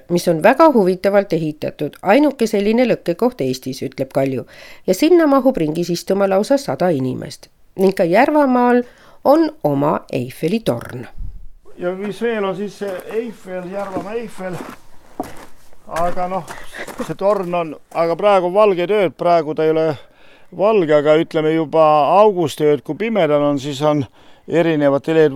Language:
Estonian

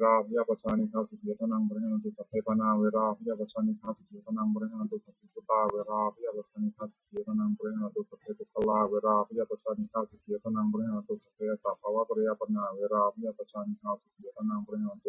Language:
Pali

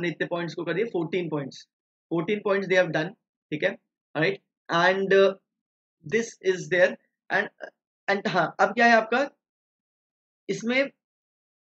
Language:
Hindi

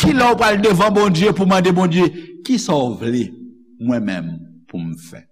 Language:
Haitian Creole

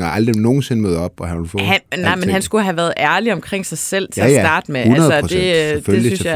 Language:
Danish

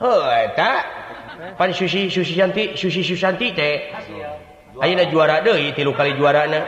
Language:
Sundanese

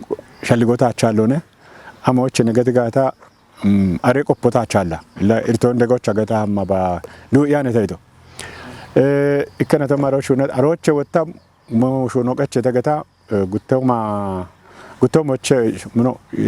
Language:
Kafa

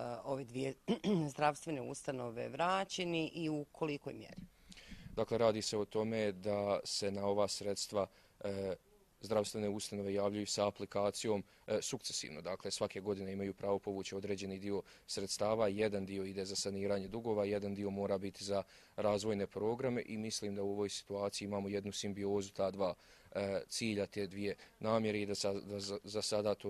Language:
Bosnian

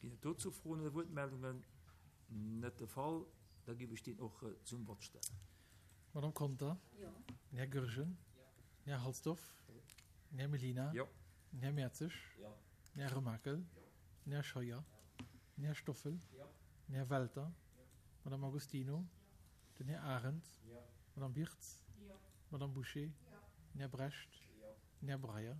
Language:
Luxembourgish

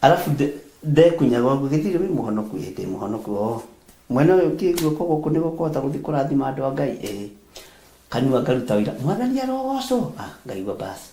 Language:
Kikuyu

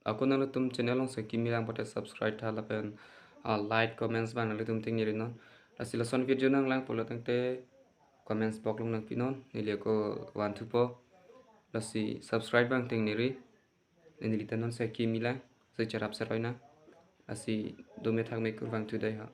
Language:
Karbi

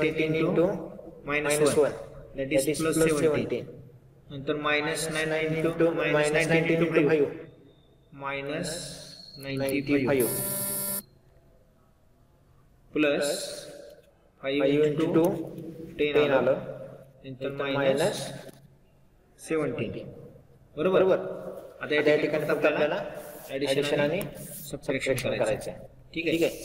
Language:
Marathi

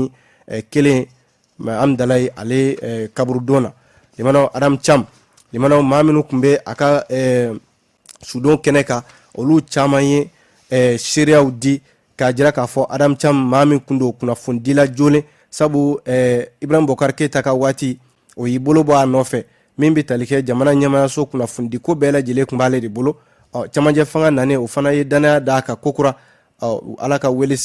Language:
Bambara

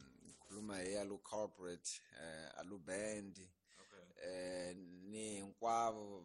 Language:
Tsonga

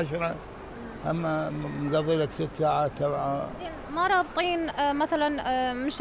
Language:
Mesopotamian Arabic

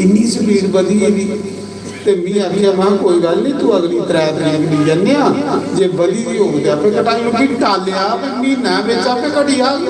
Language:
Dogri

